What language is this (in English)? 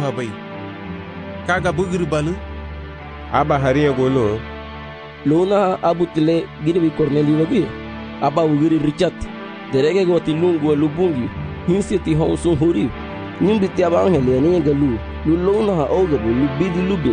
Garifuna